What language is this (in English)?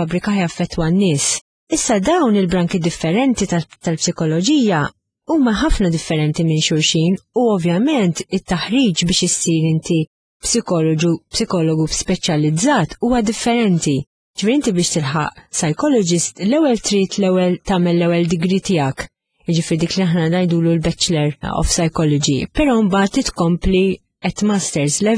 Maltese